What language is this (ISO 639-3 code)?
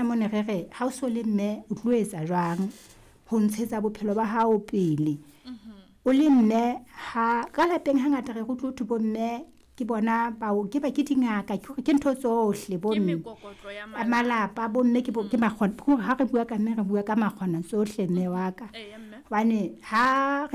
sot